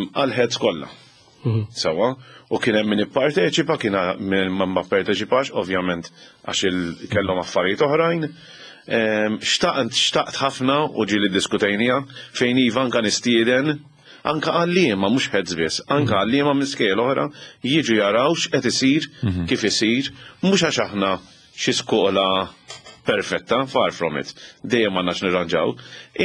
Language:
Maltese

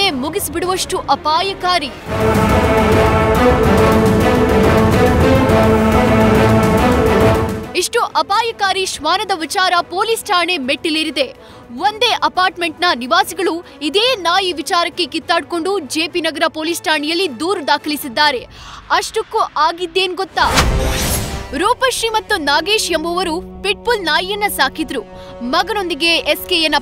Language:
Kannada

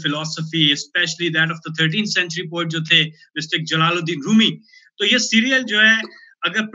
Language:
Hindi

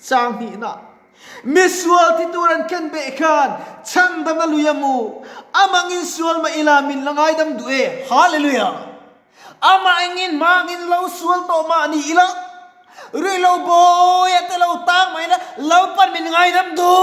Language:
Mizo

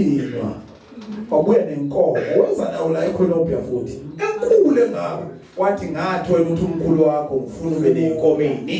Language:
Zulu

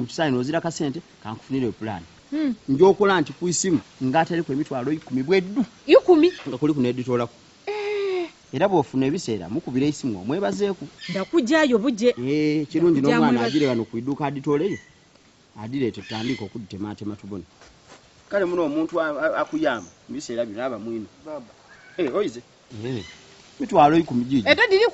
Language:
Ganda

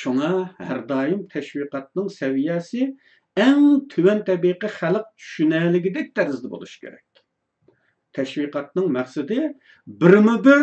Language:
Uyghur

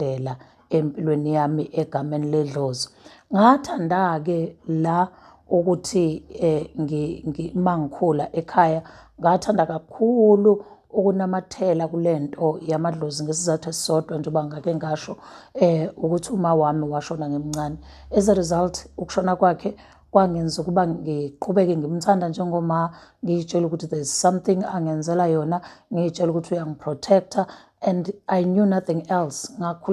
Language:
Zulu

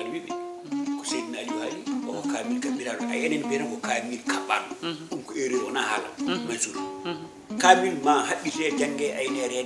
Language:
Fula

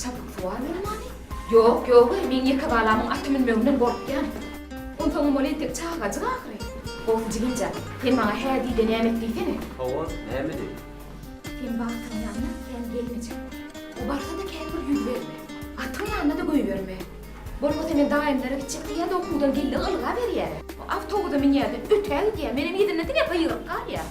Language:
Turkmen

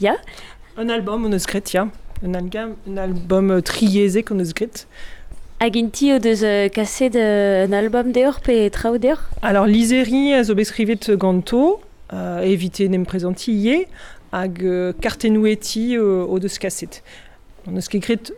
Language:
Breton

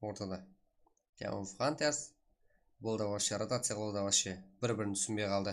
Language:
Kara-Kalpak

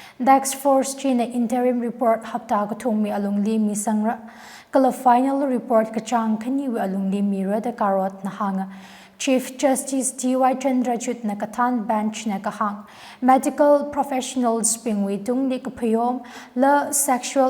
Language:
Tangkhul Naga (India)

